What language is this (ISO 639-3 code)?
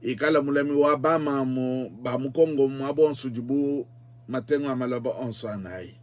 lua